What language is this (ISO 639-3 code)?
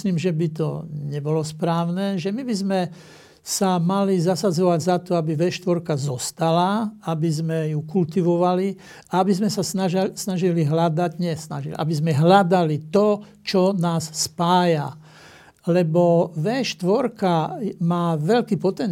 slk